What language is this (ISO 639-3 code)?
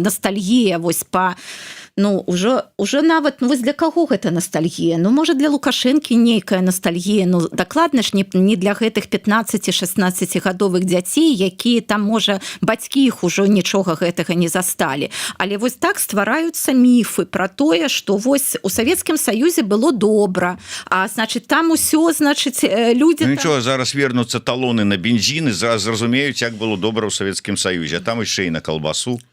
bel